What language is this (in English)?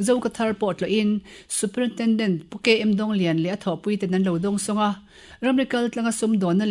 Mizo